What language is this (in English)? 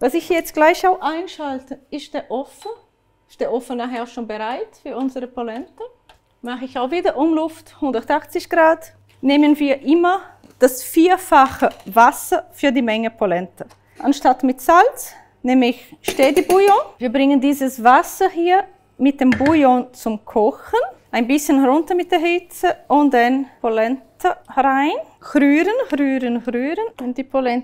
Swiss German